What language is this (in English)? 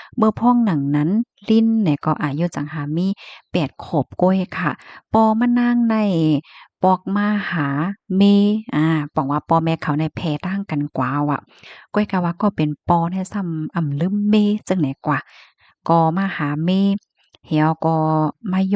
Shan